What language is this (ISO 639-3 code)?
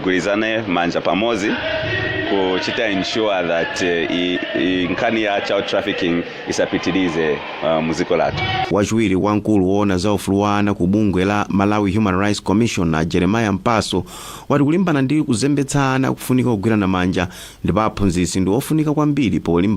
nya